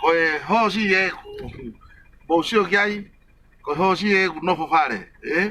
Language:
Tongan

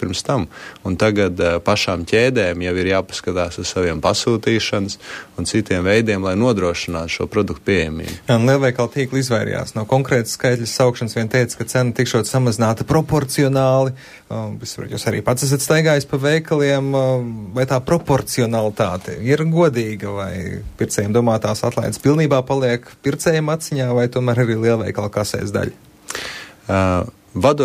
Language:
Latvian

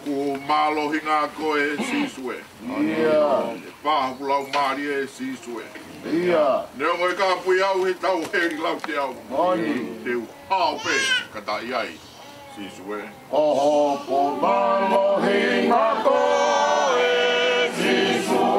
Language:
Tongan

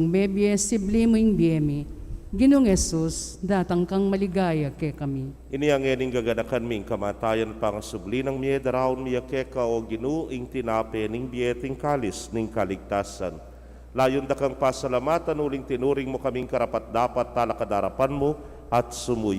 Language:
Pampanga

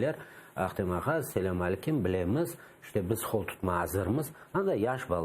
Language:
Crimean Tatar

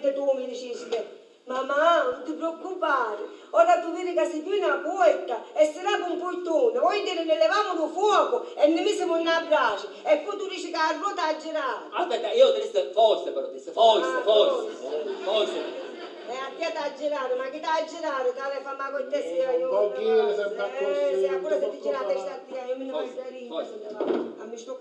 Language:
Sicilian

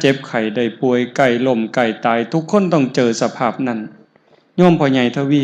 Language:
Northeastern Thai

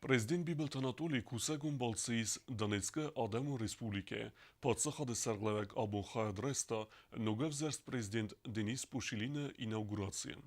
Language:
Ossetic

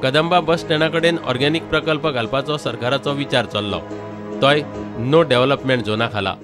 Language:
Konkani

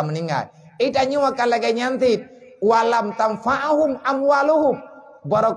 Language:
Achinese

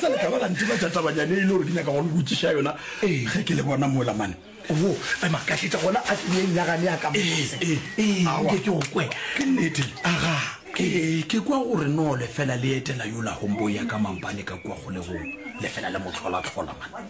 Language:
Northern Sotho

